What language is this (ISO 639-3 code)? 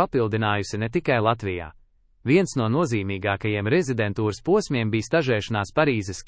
lav